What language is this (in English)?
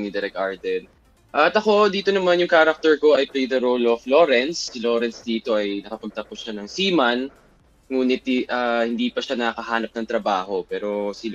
Filipino